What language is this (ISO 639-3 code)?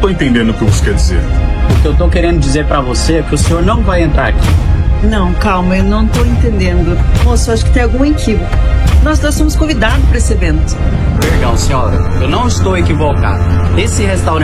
por